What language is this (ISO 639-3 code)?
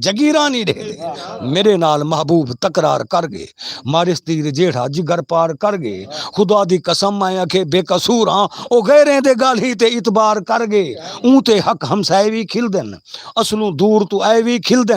skr